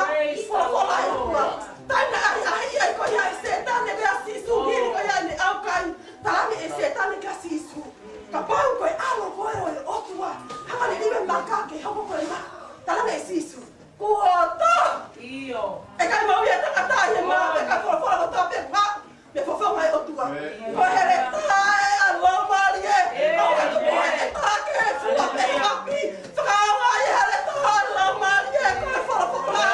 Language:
Tongan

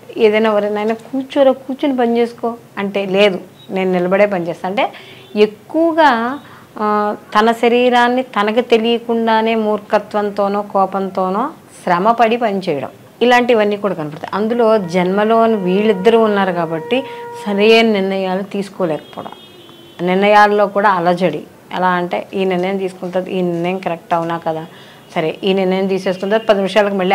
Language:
Telugu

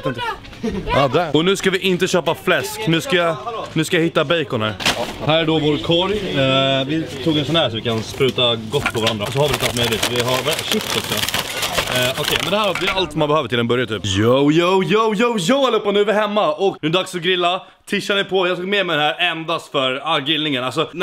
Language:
Swedish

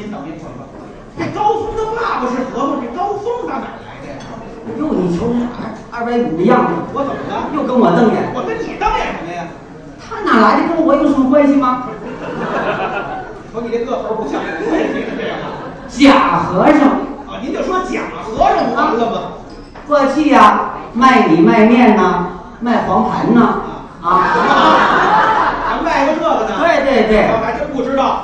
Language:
Chinese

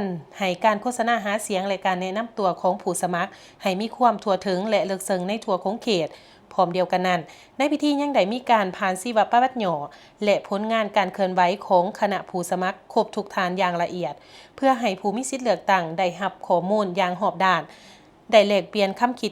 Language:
Lao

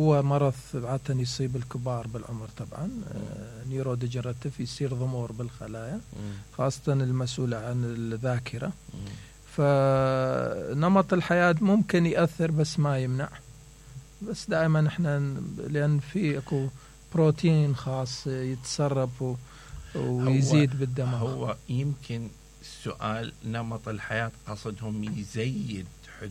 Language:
Mesopotamian Arabic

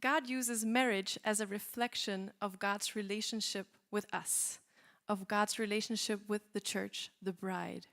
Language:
English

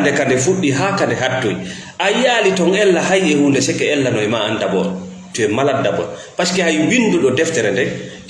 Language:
Fula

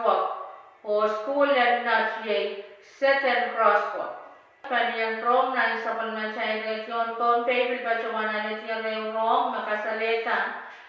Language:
Pohnpeian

